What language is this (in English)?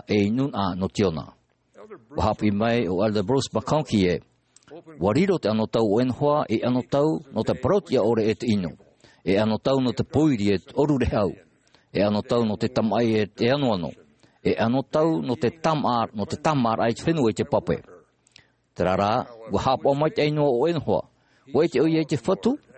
Tahitian